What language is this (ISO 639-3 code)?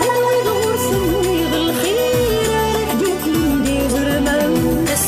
kab